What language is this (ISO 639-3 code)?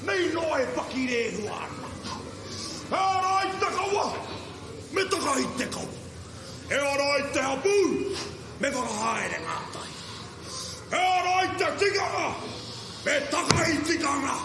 mri